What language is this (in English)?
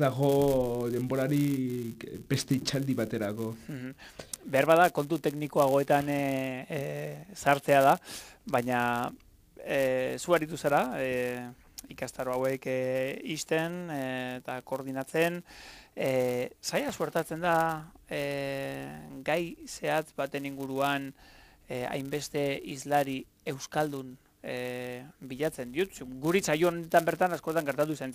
Basque